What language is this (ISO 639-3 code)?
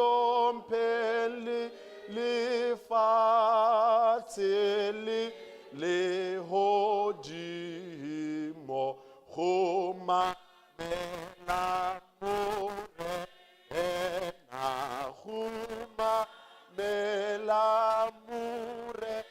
sot